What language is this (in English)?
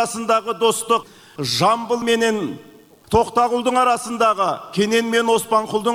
Kazakh